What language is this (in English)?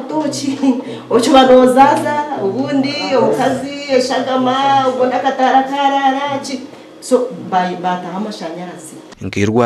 Nyankole